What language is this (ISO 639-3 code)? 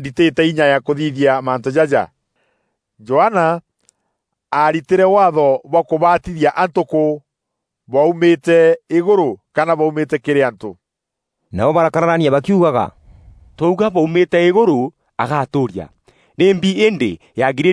mer